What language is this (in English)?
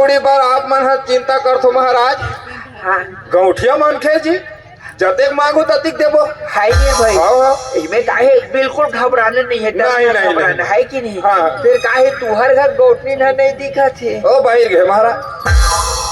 Chhattisgarhi